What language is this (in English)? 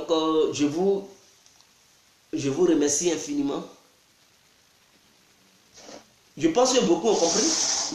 French